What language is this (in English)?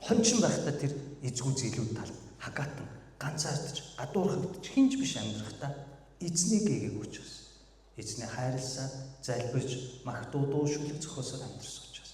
Mongolian